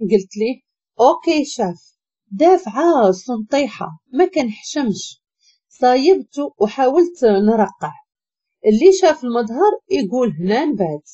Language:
Moroccan Arabic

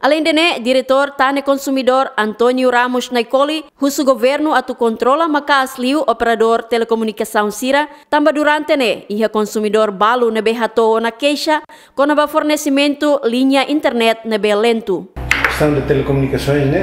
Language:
Tetum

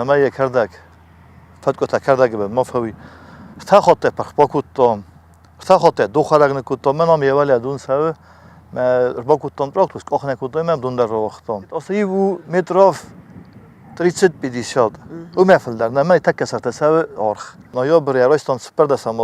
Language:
Ossetic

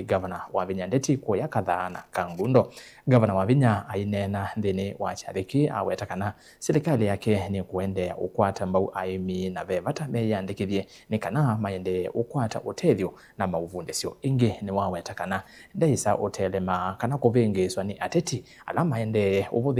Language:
Kamba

